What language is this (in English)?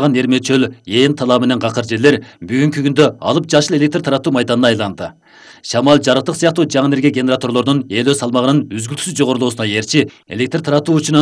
Kyrgyz